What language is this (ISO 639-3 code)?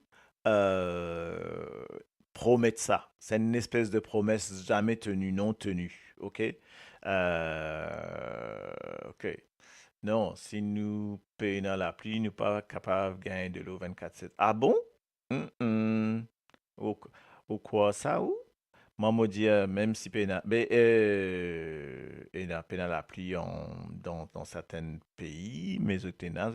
mfe